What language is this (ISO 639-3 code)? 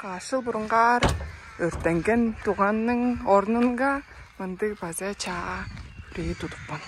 tyv